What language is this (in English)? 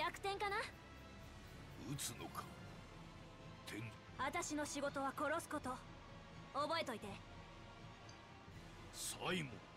Japanese